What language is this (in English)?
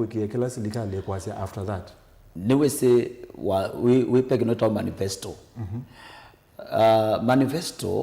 Kamba